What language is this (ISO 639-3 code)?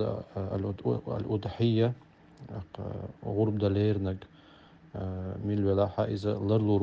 che